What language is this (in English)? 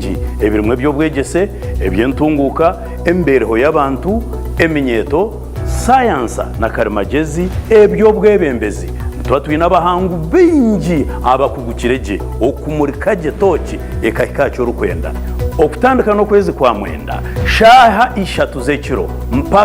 Tooro